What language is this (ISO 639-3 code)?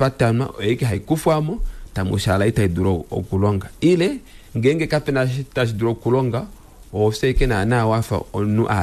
kua